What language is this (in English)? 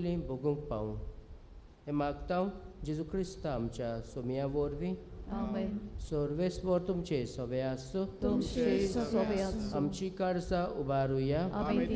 Konkani